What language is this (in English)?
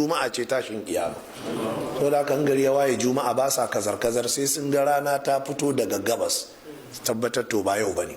Hausa